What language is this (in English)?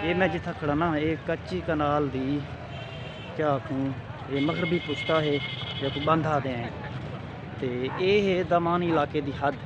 Saraiki